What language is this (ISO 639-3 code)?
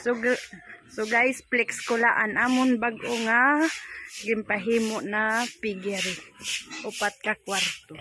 war